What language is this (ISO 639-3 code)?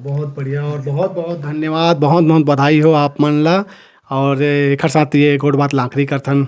hne